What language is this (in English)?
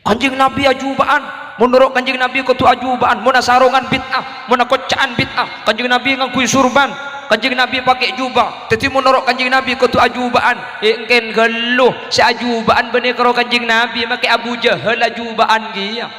Madurese